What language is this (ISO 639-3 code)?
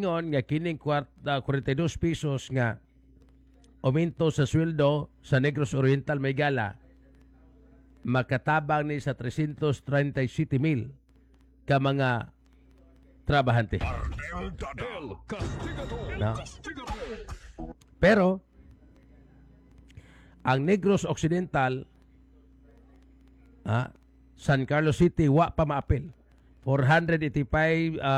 ceb